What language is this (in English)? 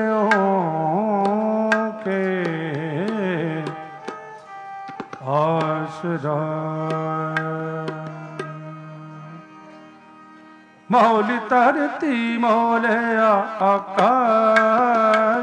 Punjabi